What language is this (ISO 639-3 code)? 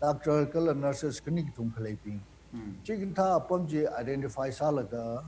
nmf